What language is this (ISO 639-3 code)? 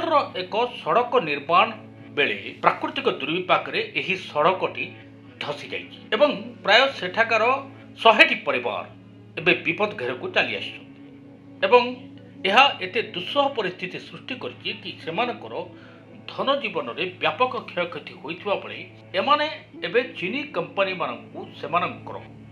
ori